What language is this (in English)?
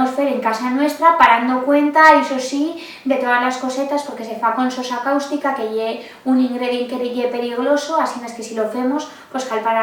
Aragonese